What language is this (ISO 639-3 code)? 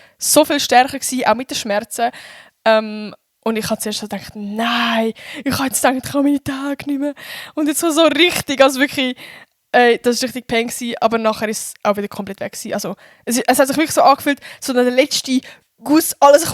gsw